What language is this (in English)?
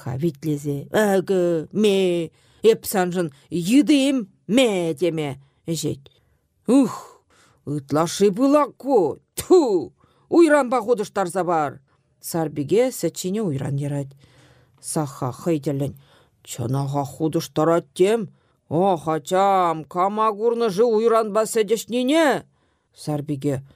Chuvash